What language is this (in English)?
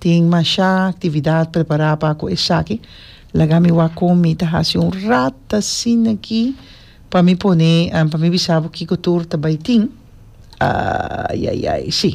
Papiamento